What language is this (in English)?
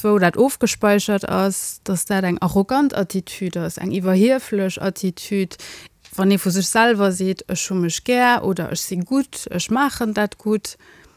Luxembourgish